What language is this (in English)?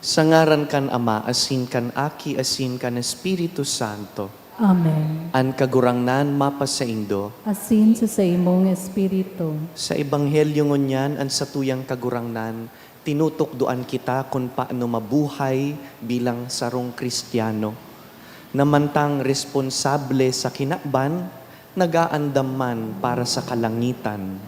Bikol